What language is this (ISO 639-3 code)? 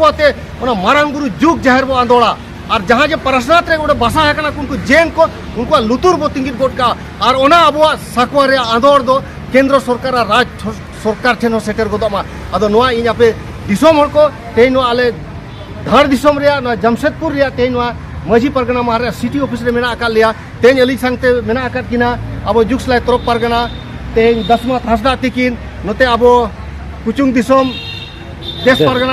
sat